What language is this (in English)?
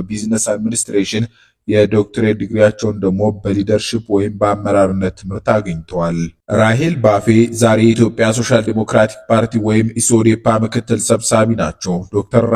Amharic